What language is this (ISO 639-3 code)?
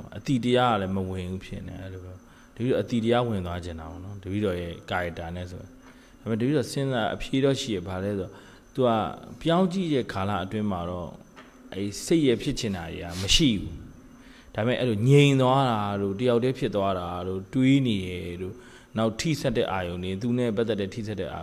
mya